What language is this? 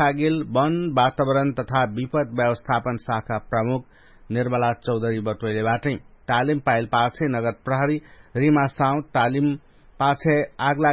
Dangaura Tharu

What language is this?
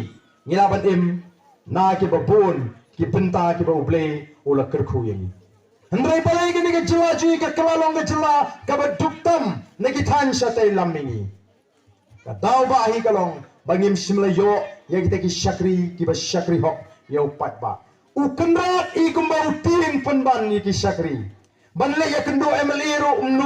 Khasi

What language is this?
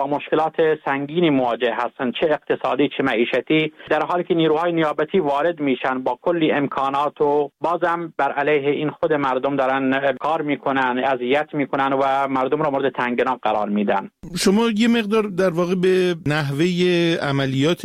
Persian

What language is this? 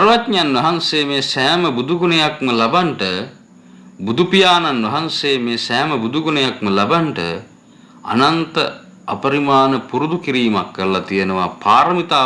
Sinhala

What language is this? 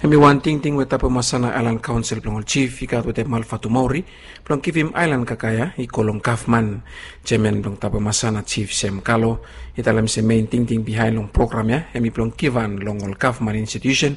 Bislama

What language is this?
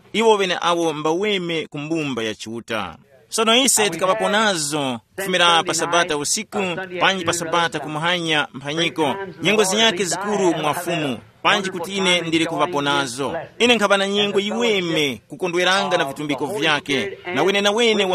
Tumbuka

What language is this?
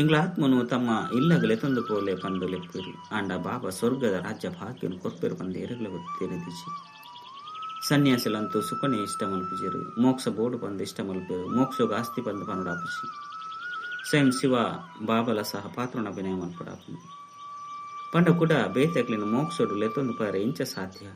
Tulu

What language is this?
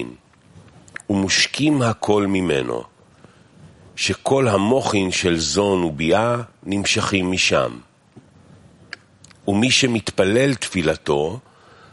Hebrew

